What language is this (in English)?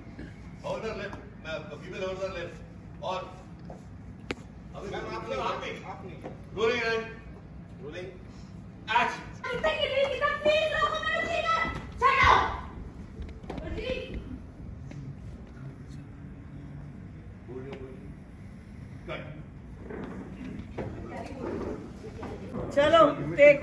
Hindi